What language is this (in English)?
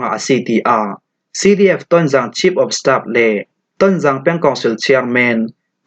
Falam Chin